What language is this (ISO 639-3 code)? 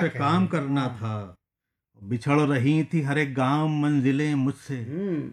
urd